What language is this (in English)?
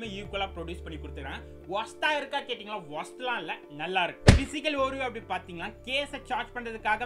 Tamil